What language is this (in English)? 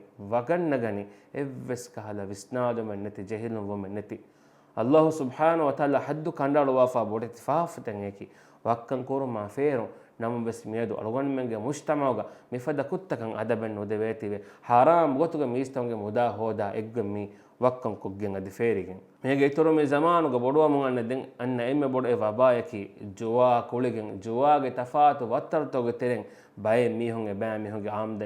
Divehi